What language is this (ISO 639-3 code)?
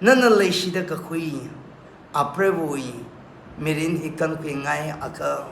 nmf